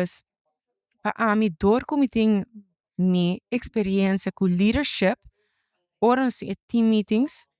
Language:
Papiamento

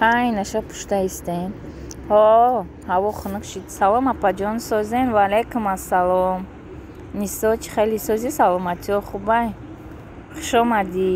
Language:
Tajik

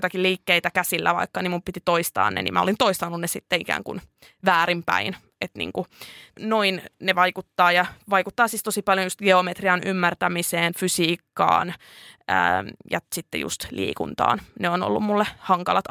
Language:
Finnish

